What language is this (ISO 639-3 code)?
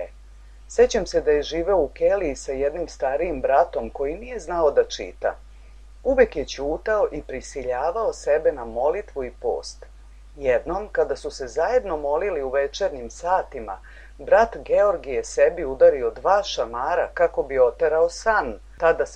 srp